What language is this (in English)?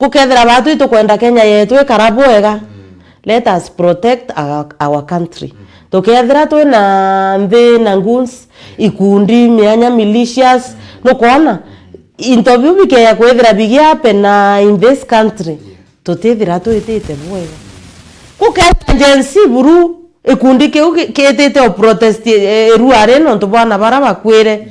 Meru